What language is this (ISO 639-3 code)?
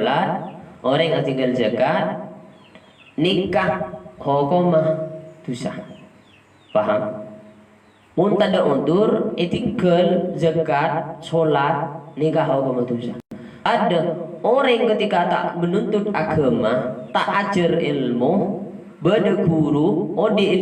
mad